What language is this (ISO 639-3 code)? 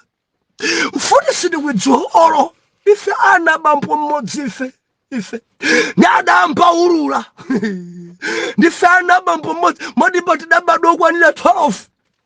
nya